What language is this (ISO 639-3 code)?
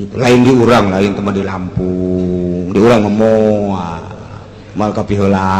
sun